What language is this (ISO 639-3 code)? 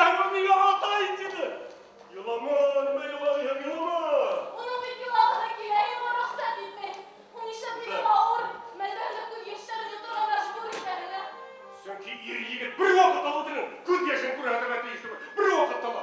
bak